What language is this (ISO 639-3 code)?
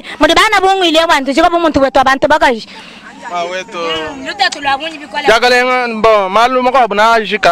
lua